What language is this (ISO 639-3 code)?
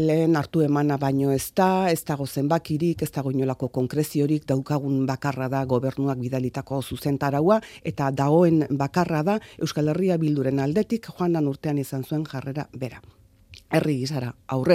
eus